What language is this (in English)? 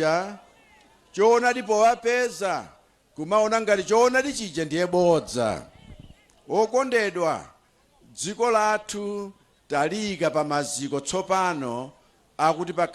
Nyanja